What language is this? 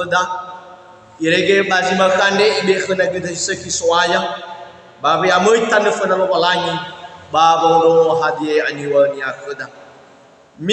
Nias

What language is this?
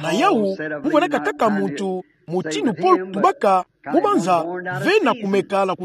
Kituba (Democratic Republic of Congo)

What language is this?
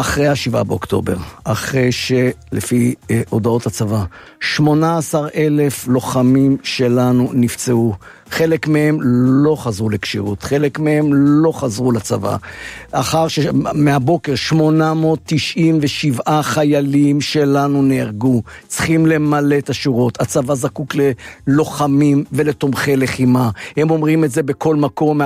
Hebrew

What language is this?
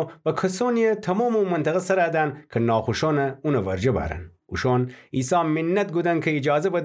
Gilaki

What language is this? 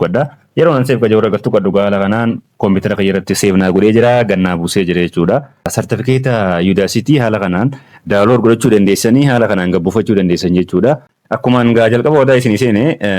Oromo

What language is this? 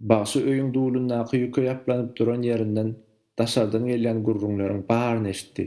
Turkmen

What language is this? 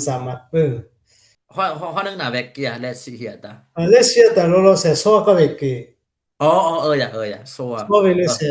Dimasa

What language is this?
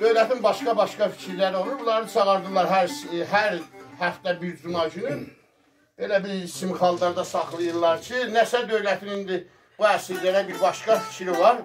South Azerbaijani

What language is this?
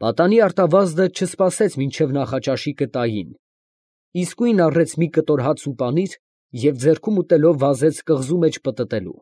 Armenian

